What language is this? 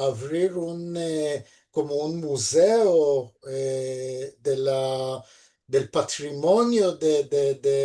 Ladino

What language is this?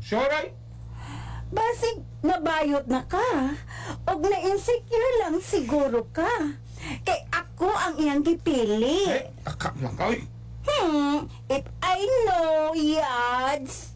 Cebuano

